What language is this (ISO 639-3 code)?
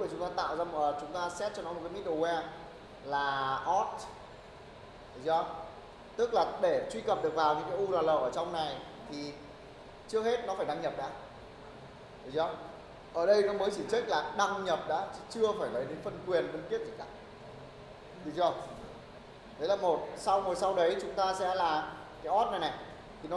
vie